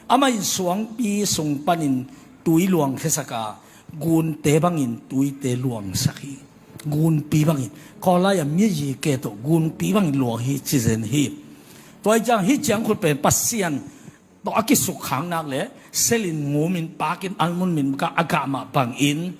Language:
Tedim Chin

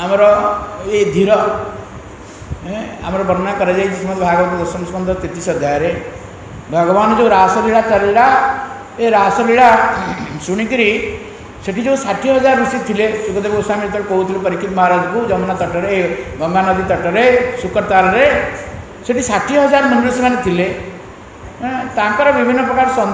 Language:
Odia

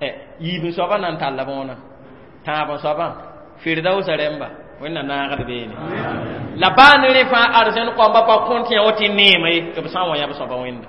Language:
Mossi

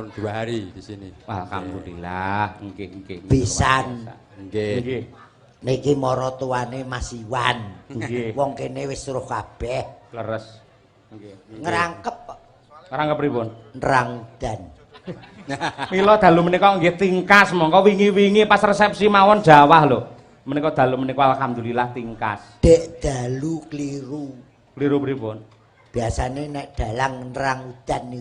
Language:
Javanese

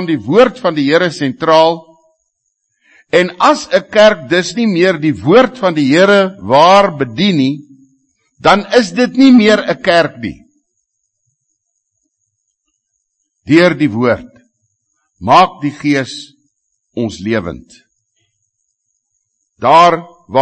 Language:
Afrikaans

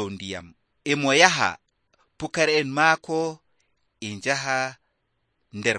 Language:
Nigerian Fulfulde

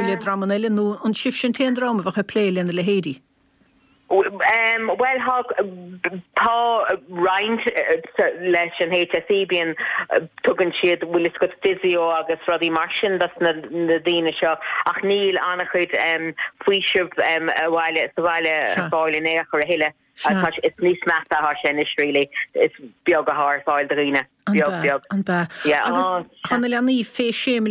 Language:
Irish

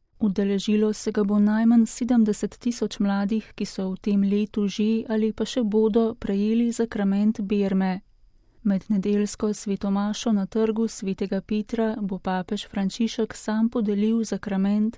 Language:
Slovenian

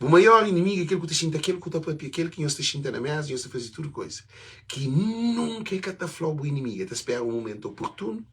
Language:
Kabuverdianu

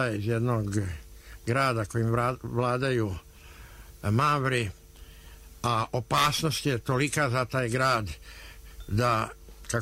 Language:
Croatian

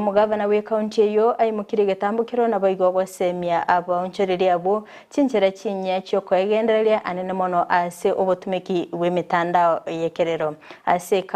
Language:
Gusii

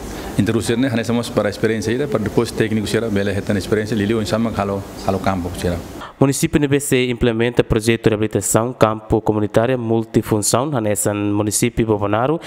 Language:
Tetum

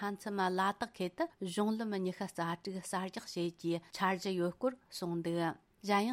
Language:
Tibetan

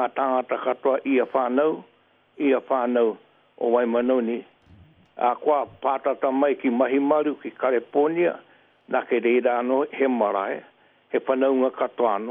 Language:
Māori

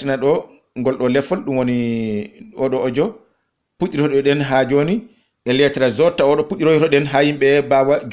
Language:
Fula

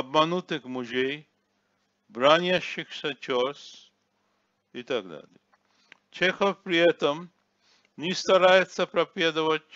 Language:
Russian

